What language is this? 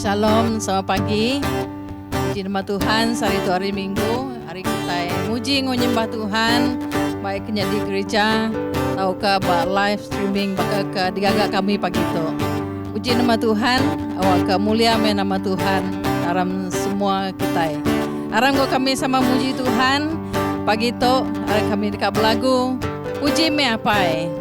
Iban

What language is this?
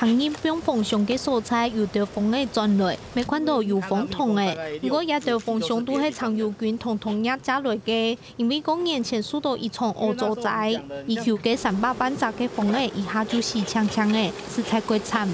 Hakka Chinese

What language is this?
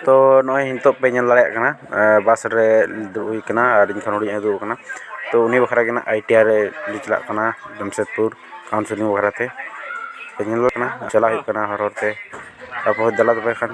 Santali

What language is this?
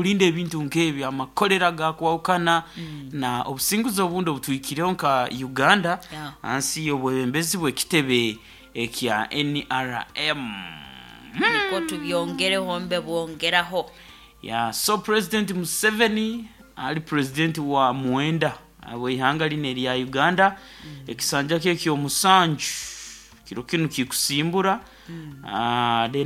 Nyoro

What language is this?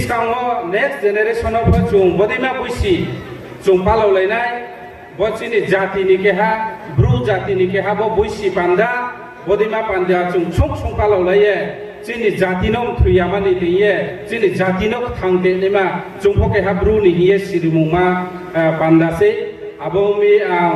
Riang (India)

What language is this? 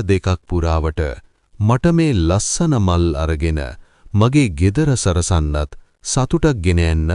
Sinhala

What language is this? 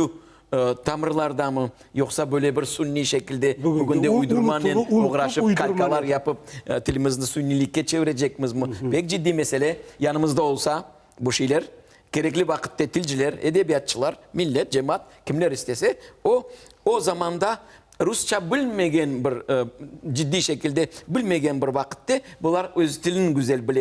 Crimean Tatar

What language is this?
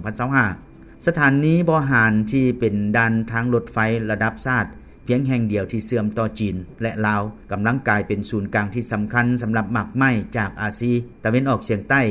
Lao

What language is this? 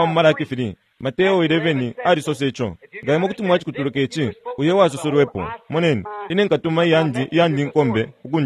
Bemba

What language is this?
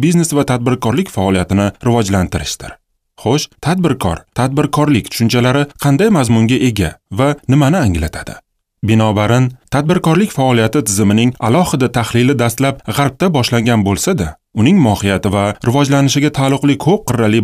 Uzbek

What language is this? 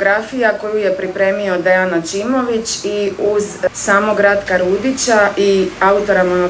Croatian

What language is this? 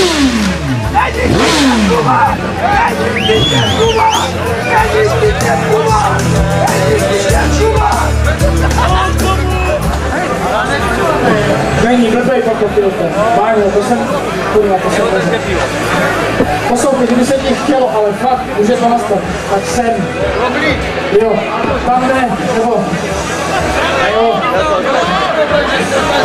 Czech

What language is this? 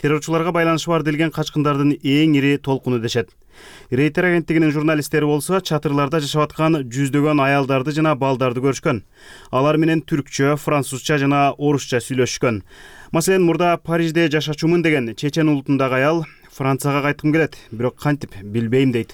Kyrgyz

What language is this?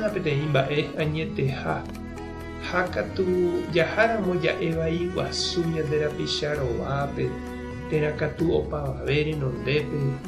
Guarani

